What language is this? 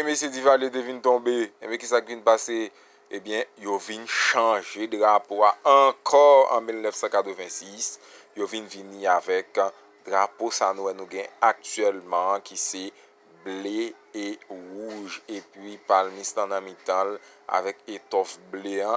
Haitian Creole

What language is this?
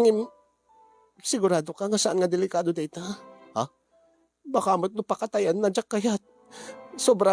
Iloko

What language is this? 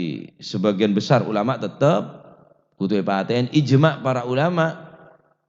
Madurese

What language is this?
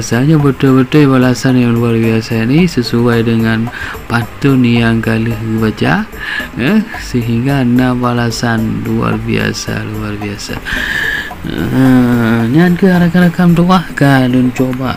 Achinese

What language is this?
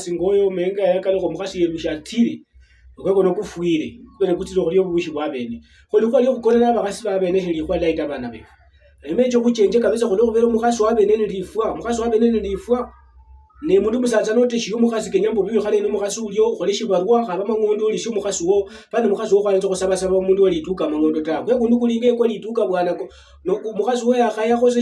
Luyia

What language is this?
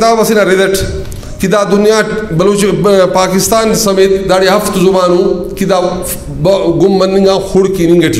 Brahui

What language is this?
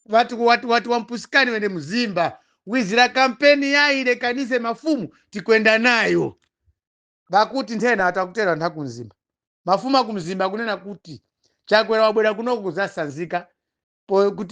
Nyanja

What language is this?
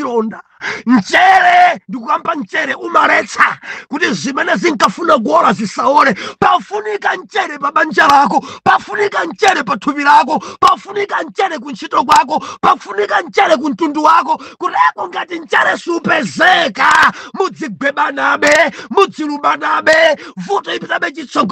Nyanja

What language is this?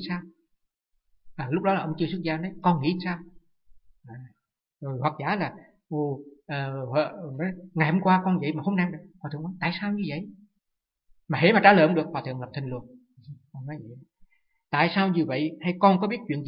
Vietnamese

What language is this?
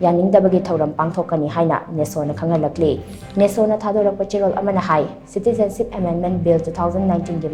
Manipuri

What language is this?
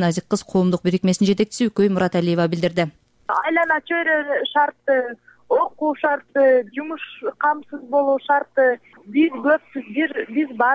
Kyrgyz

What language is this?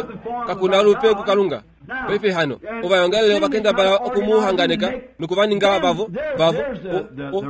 Kuanyama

